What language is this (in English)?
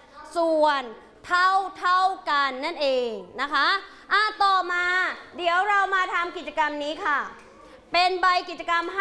Thai